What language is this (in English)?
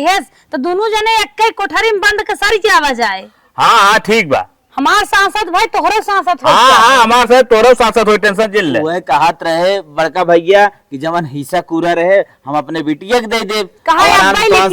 Awadhi